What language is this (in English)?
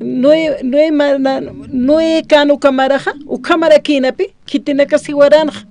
Aymara